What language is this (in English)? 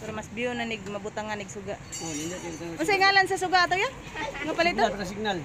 Cebuano